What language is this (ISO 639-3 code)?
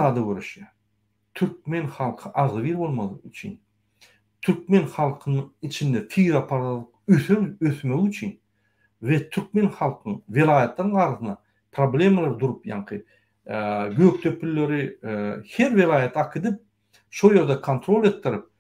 tuk